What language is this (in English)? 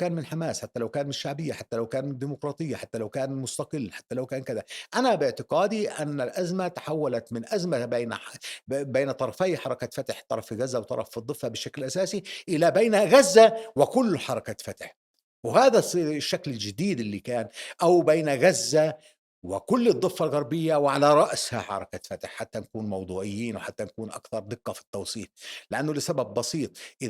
North Levantine Arabic